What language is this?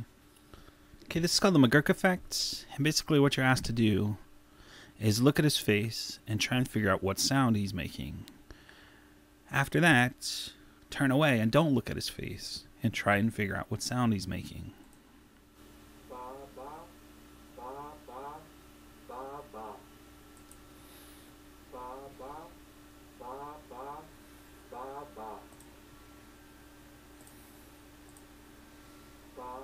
English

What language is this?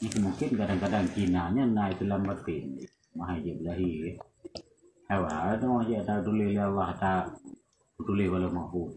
Achinese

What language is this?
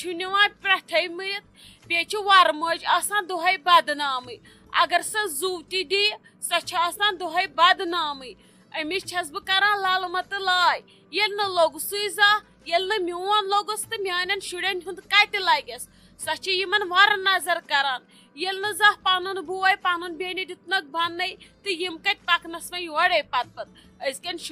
Kashmiri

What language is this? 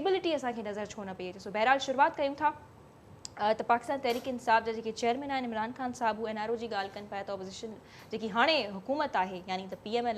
Sindhi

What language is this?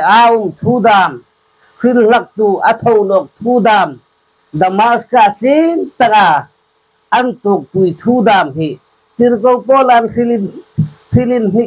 Hmar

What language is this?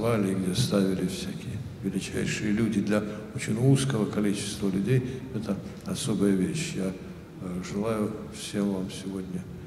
Russian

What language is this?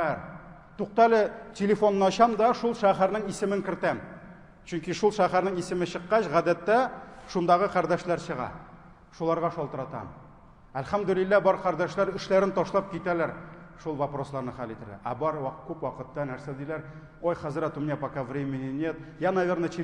Tatar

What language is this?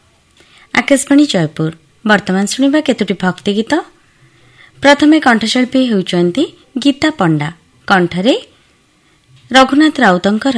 Odia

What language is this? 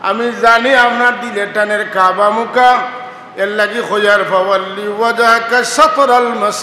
Sylheti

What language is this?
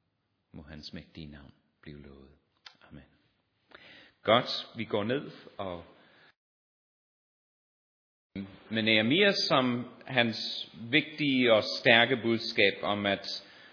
Danish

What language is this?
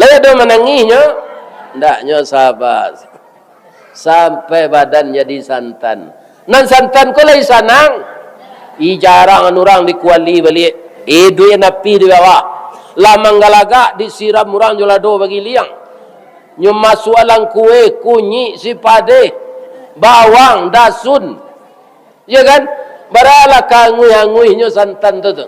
Minangkabau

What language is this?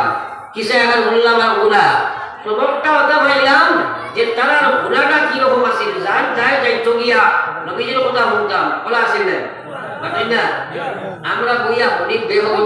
Sylheti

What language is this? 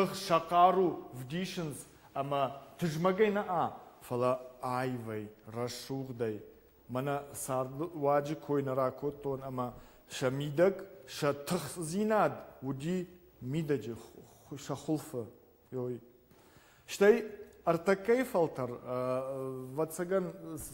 Ossetic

